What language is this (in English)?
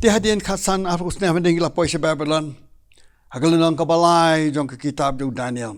Khasi